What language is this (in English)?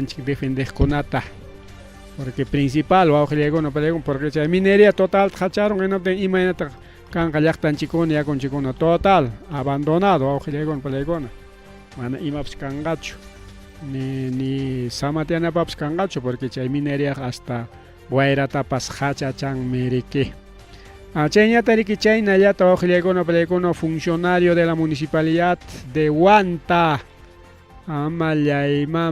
Ayacucho Quechua